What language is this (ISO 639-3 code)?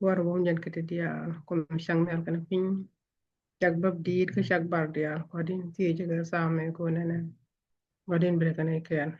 nus